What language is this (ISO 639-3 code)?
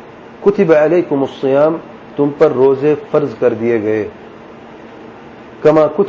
urd